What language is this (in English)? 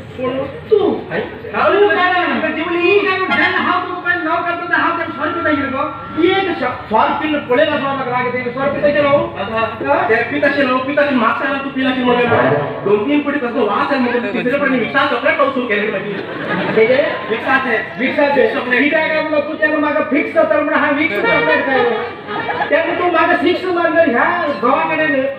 Konkani